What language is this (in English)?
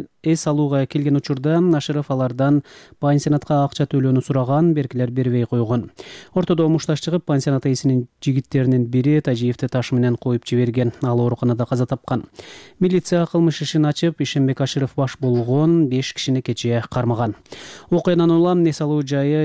Kyrgyz